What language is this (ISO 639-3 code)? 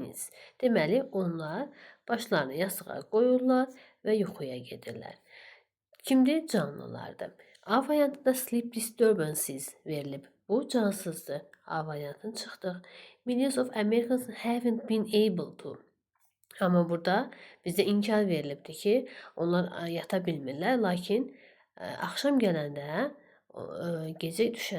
aze